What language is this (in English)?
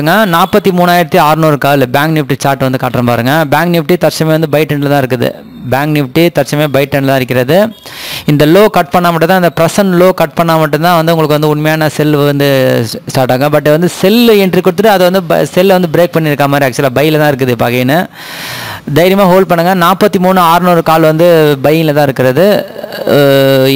Tamil